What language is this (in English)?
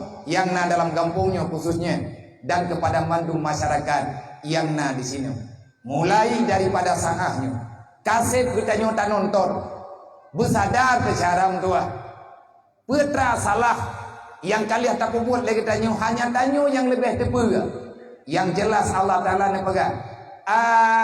Achinese